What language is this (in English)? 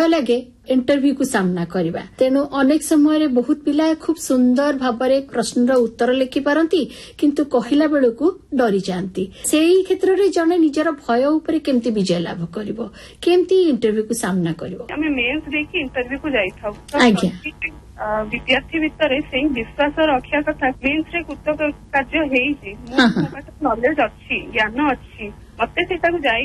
Odia